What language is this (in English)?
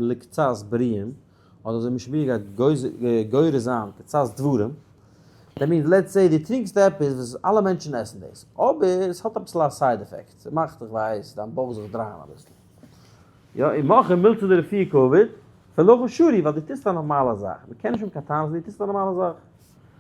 Yiddish